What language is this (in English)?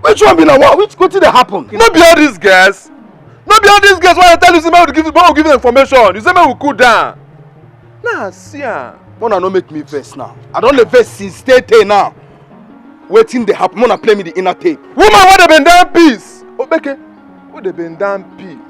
Nigerian Pidgin